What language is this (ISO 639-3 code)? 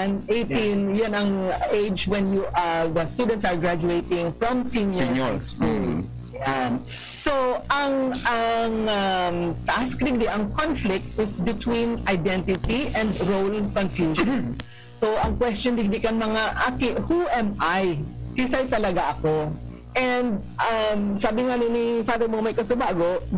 bik